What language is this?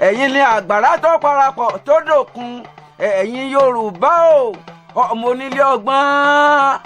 Yoruba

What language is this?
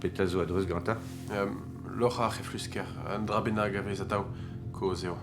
Breton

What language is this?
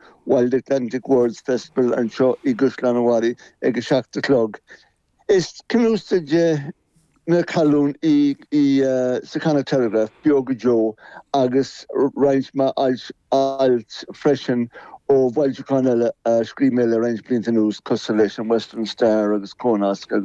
Irish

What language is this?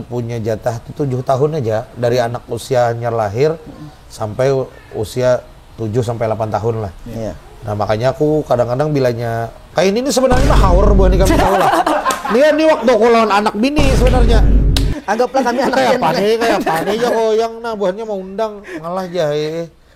Banjar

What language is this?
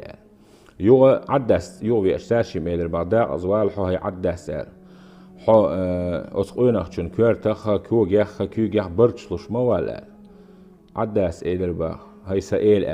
Chechen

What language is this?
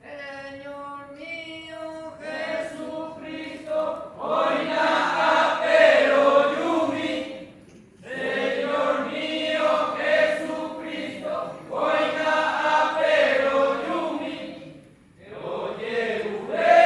Guarani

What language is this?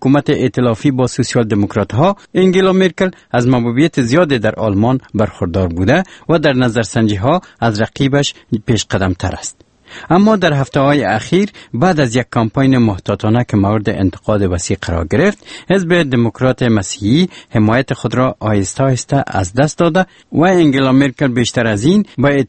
Persian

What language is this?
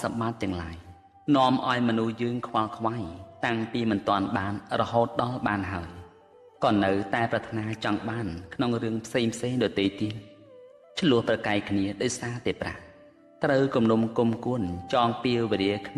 Khmer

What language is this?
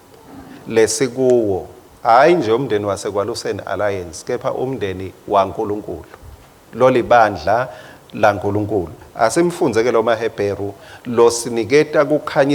Swati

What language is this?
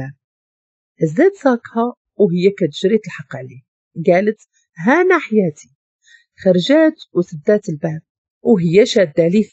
Moroccan Arabic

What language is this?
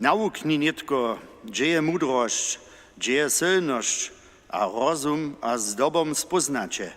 Upper Sorbian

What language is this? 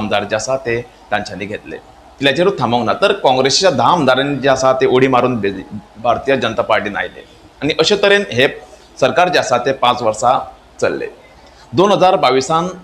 Konkani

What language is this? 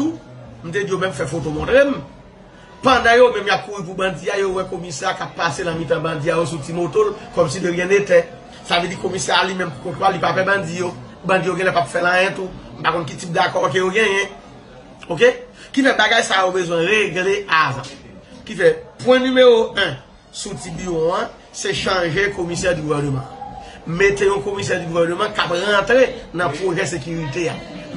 Haitian Creole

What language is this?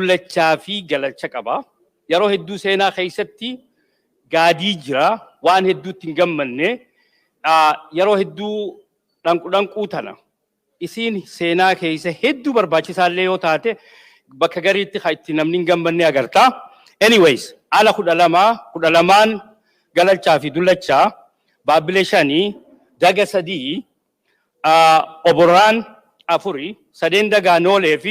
Oromo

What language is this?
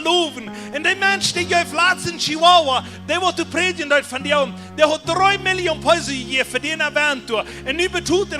Plautdietsch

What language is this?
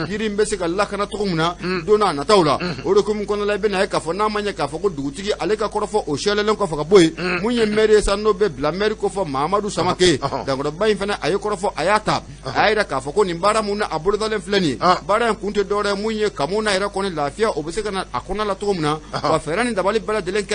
Bambara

